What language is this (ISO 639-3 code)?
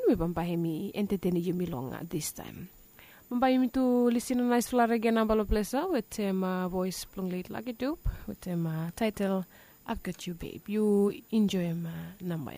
bis